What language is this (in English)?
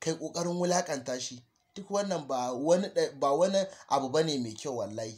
Hausa